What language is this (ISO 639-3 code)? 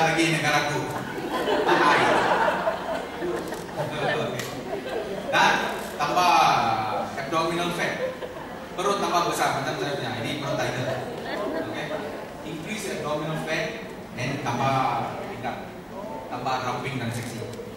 msa